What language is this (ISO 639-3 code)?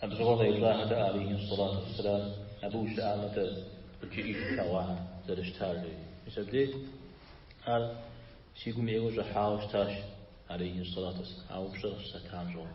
kbd